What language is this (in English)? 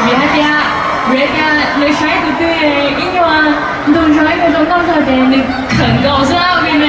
Hmong